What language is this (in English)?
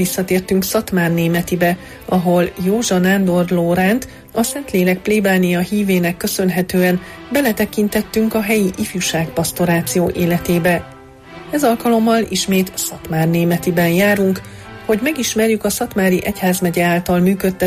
Hungarian